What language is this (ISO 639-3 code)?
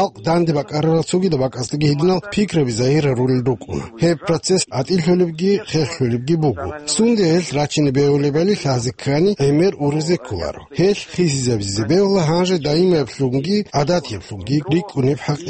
ava